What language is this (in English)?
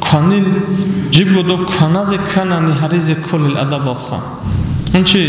Avaric